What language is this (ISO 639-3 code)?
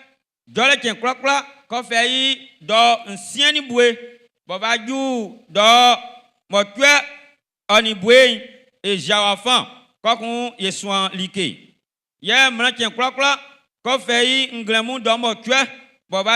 bci